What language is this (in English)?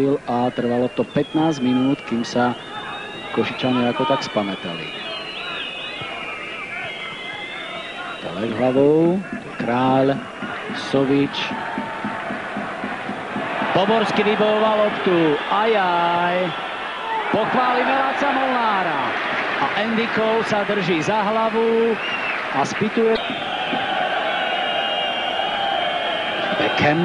Slovak